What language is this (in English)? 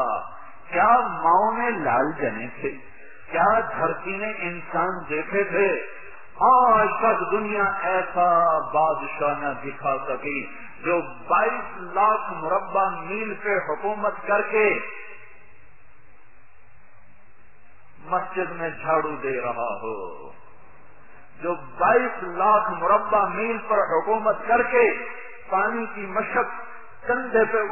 Urdu